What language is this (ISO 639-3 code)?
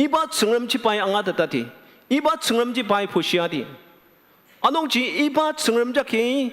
njo